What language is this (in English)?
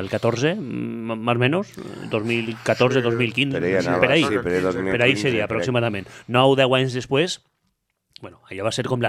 Catalan